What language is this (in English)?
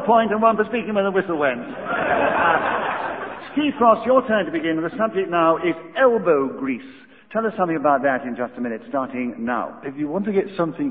English